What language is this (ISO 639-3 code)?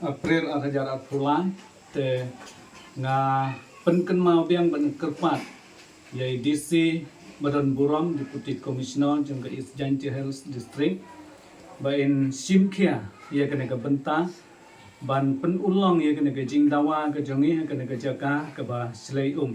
kha